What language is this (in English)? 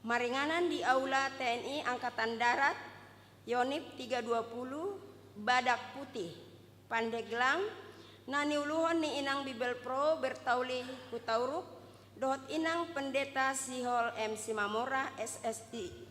Batak Toba